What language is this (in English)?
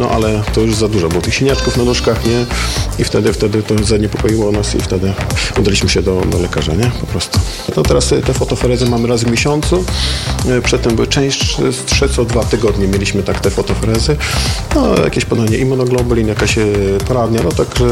Polish